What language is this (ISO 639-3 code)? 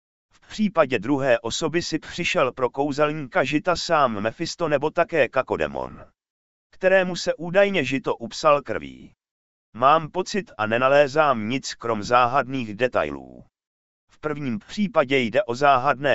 ces